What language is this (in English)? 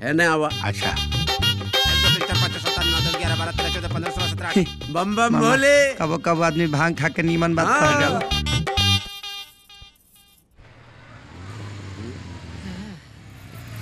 Bhojpuri